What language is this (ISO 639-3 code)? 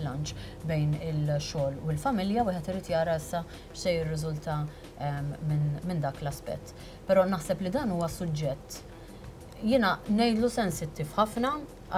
mlt